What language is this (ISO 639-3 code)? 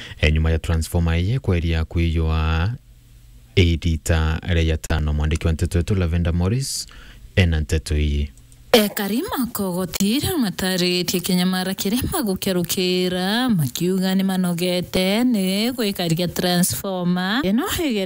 mer